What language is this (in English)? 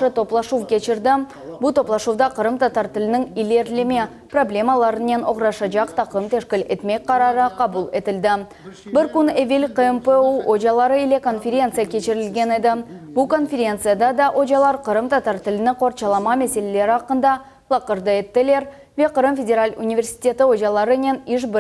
Crimean Tatar